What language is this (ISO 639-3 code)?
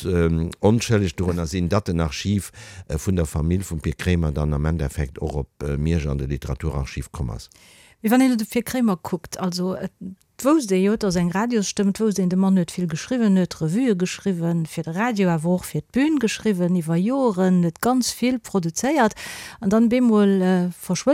ltz